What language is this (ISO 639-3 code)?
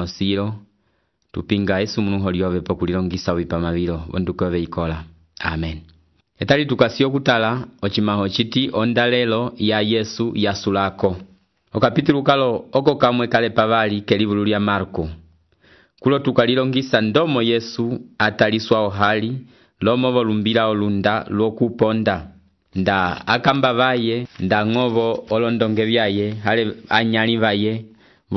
umb